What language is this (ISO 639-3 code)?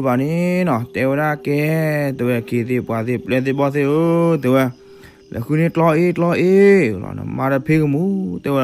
ksw